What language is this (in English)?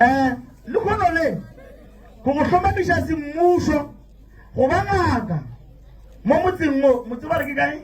Northern Sotho